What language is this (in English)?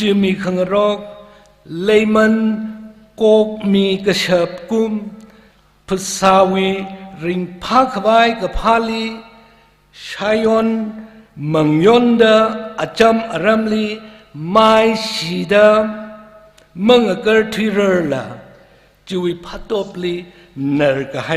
Tangkhul Naga (India)